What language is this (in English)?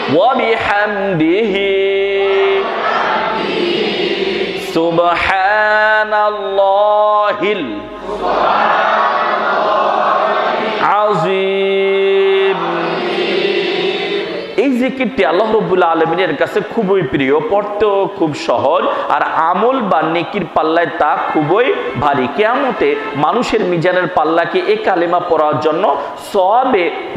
Bangla